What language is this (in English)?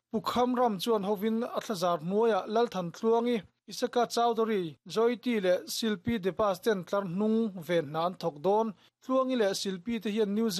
Mizo